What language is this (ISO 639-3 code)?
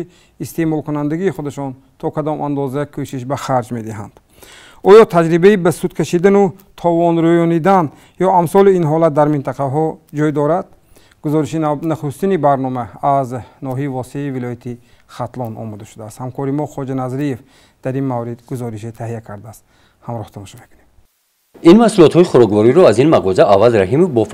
tgk